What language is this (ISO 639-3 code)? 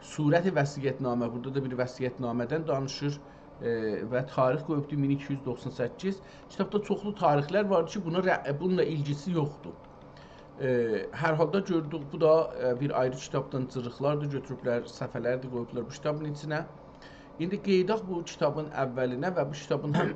azb